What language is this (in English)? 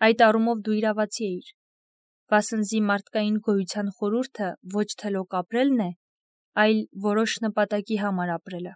Armenian